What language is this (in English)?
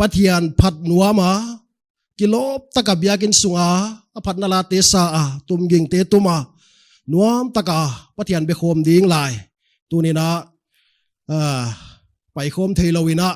Paite Chin